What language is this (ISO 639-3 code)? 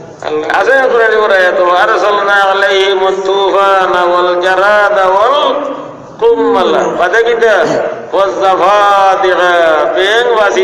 syl